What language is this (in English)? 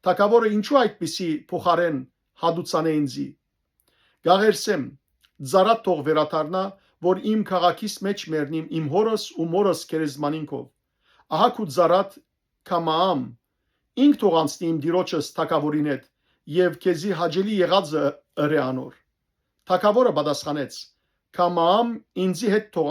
Western Armenian